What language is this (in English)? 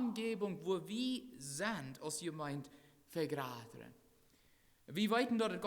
Plautdietsch